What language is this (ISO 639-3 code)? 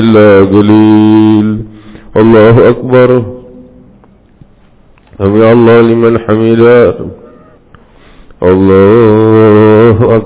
ara